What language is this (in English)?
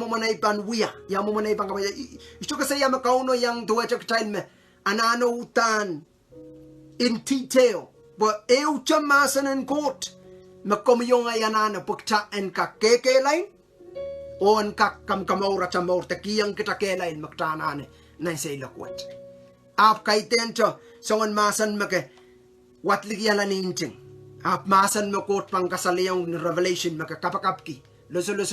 Pohnpeian